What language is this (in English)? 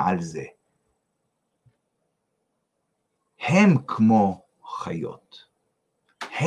Hebrew